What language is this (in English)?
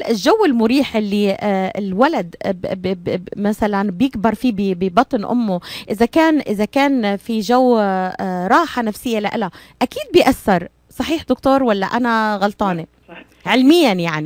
North Levantine Arabic